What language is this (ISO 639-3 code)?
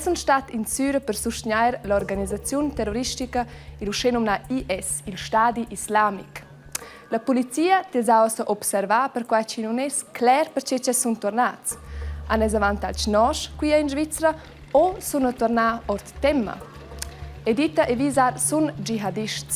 roh